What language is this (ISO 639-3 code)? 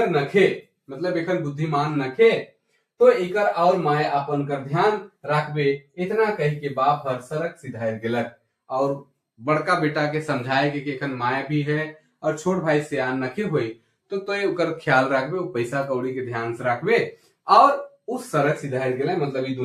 sck